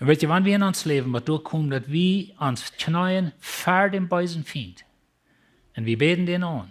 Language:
Plautdietsch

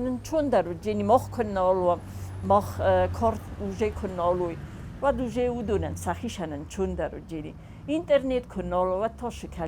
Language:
Ossetic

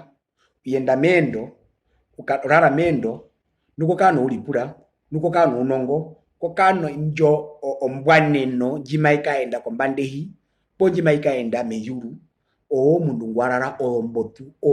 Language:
Herero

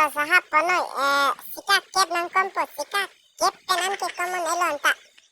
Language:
Karbi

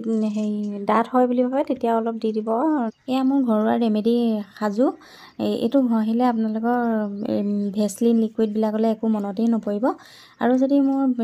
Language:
Assamese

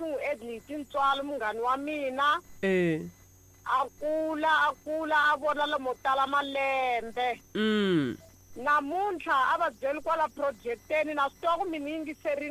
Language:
Tsonga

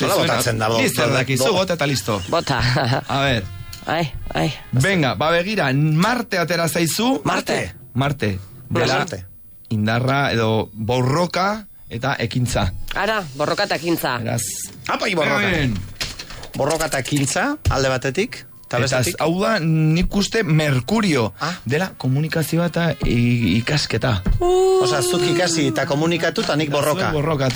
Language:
Basque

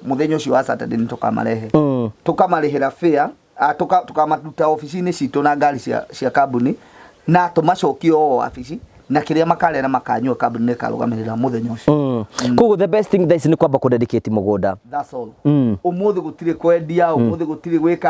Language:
Kikuyu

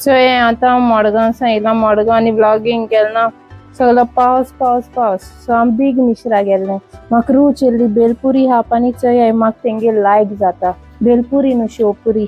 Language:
Konkani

